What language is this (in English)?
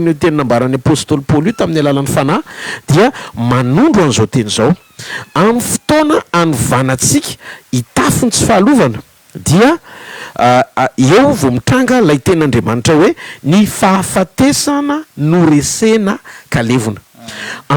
Malagasy